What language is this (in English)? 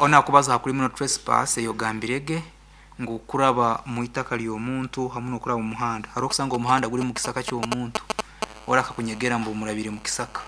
Nyoro